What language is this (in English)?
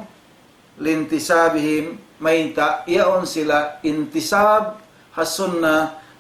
Tausug